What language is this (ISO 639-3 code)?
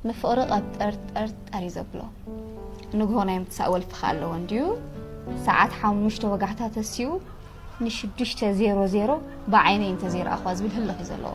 tir